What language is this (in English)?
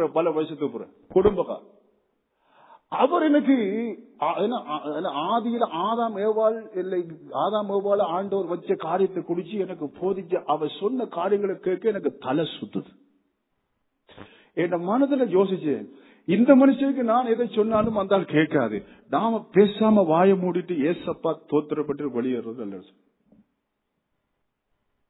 Tamil